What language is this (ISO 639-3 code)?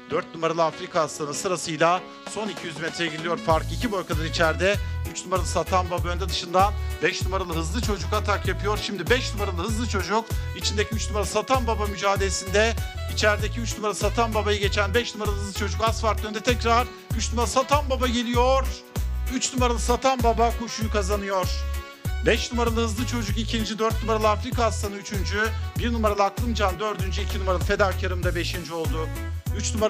tur